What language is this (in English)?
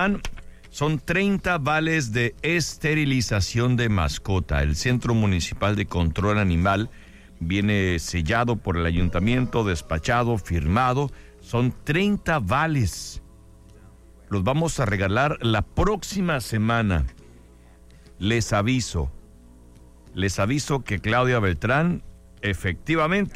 Spanish